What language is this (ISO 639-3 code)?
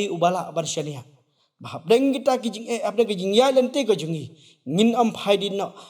kha